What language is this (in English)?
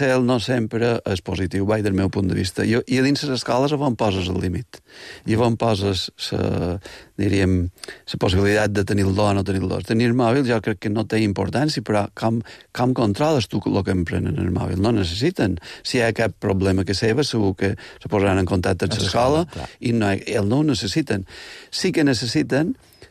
Catalan